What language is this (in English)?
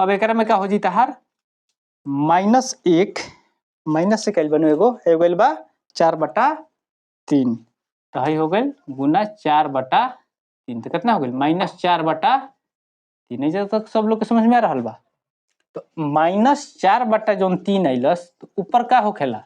Bhojpuri